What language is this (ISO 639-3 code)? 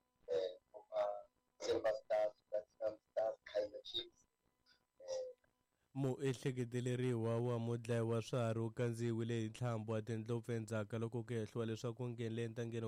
tso